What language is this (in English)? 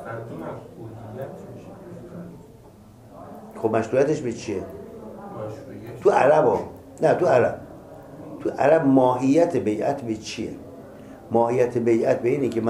Persian